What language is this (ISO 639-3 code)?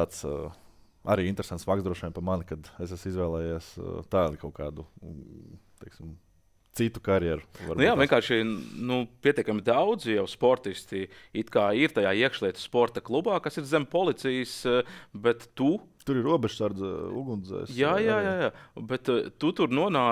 lav